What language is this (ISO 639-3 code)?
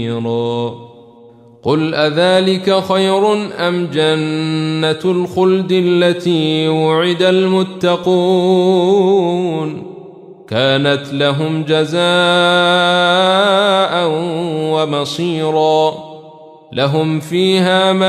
ara